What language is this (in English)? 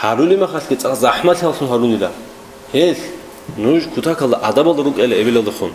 Avaric